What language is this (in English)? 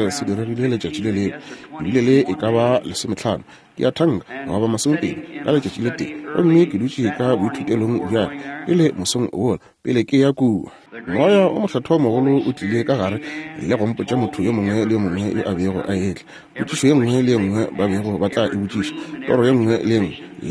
Northern Sotho